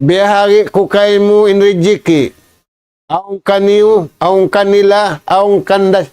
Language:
Tausug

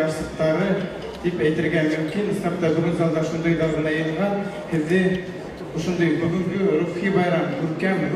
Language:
Bashkir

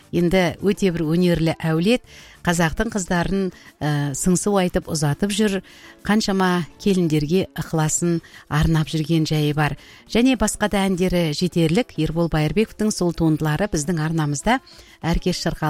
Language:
Kazakh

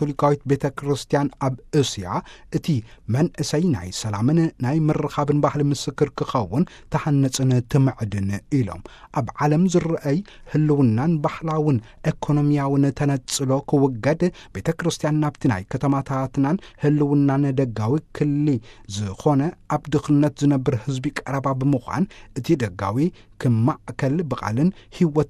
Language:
Tigrinya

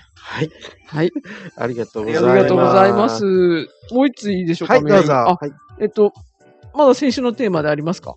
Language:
Japanese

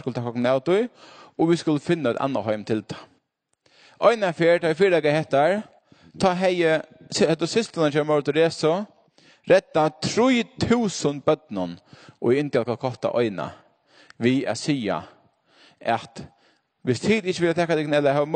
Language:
Faroese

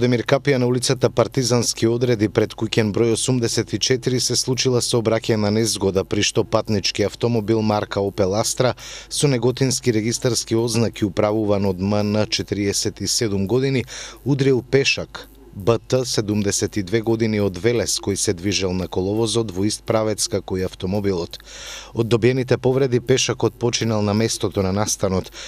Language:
Macedonian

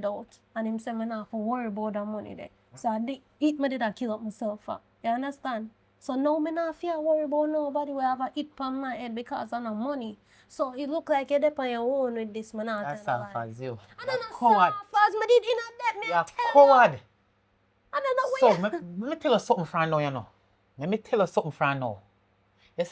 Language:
Jamaican Creole English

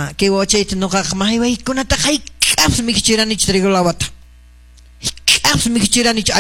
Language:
Quechua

